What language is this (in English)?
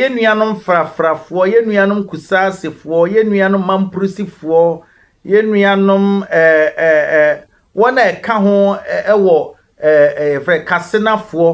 Akan